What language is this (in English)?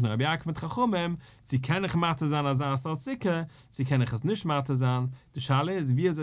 Yiddish